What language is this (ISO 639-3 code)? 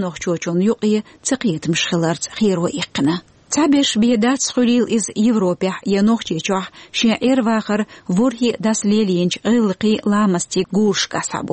che